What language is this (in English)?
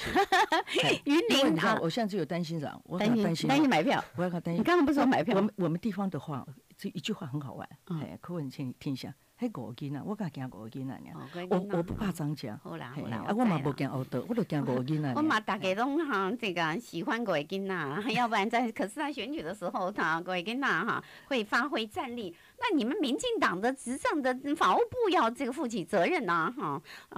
Chinese